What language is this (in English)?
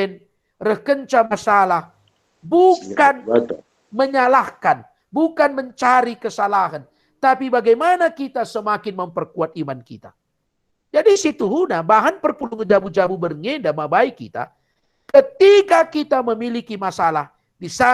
Batak Karo